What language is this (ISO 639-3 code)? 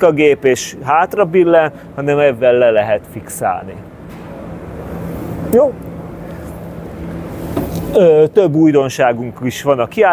hun